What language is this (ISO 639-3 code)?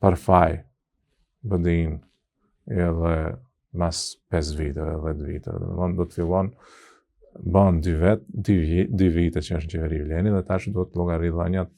sqi